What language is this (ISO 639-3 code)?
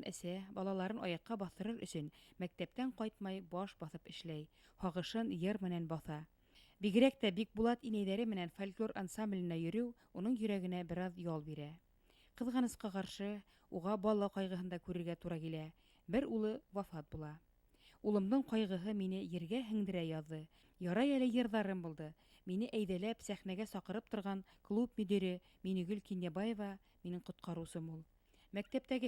bak